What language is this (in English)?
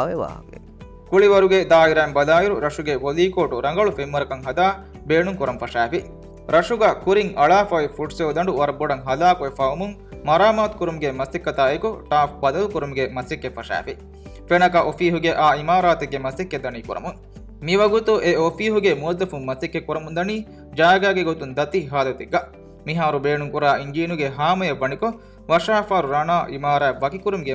Divehi